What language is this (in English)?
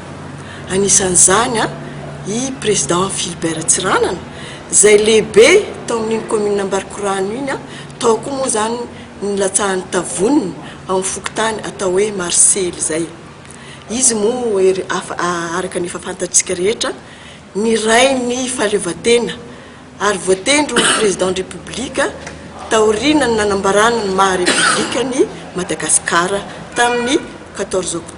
Malagasy